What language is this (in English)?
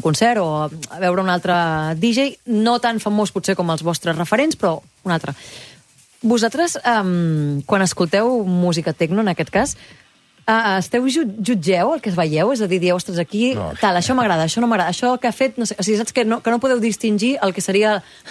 Catalan